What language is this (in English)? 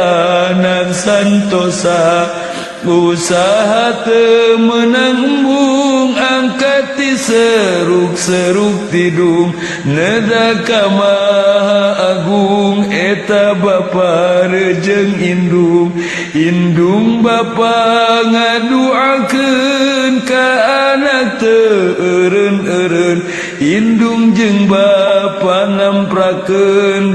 Sundanese